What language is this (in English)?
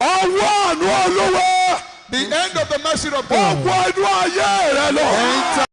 Yoruba